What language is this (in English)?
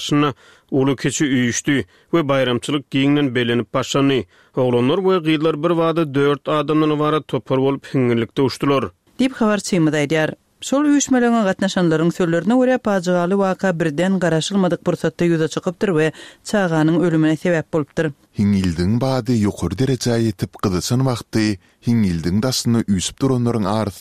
Turkmen